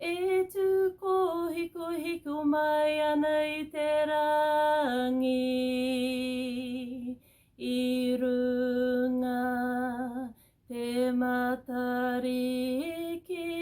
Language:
Māori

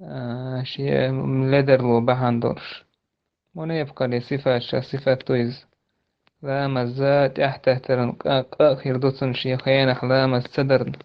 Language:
Chechen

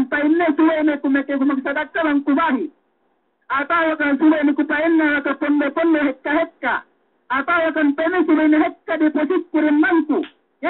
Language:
Yakan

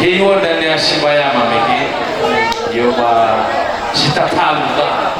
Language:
Nias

